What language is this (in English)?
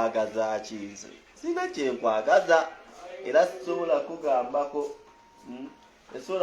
Ganda